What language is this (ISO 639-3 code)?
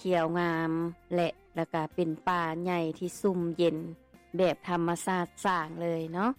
lao